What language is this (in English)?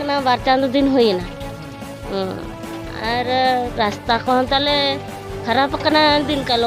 Santali